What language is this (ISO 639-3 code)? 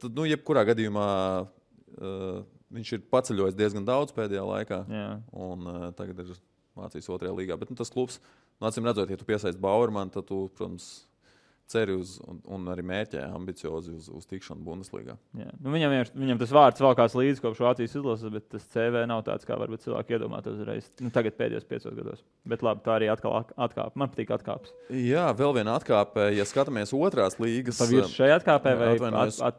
lav